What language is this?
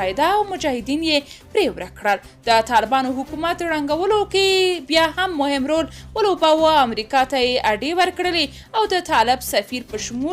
Pashto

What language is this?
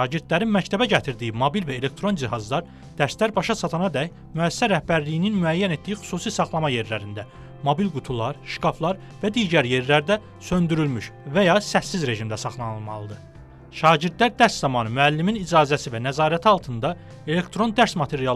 Azerbaijani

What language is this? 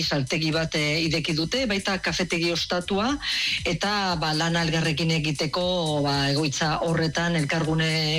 Basque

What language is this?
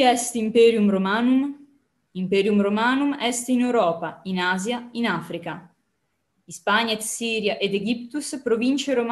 Latin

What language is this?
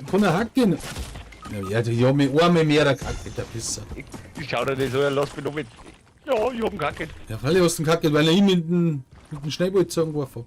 Bavarian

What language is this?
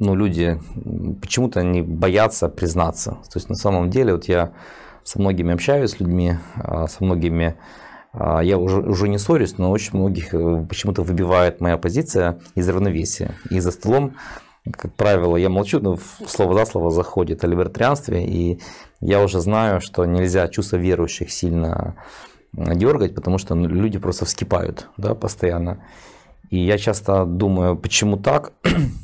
Russian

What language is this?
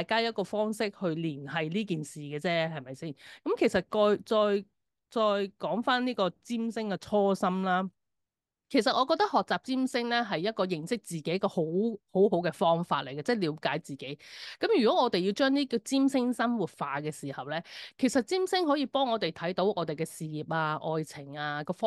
Cantonese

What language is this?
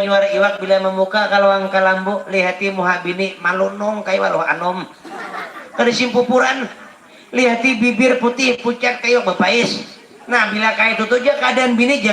Banjar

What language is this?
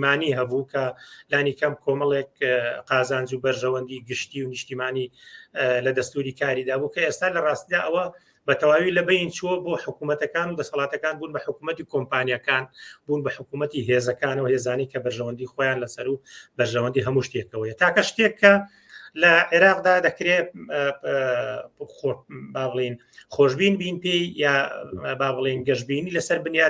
Central Kurdish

